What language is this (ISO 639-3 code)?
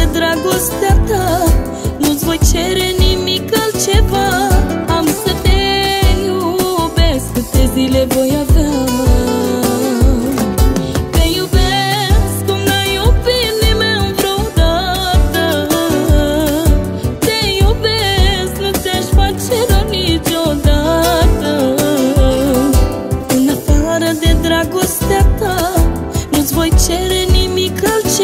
ron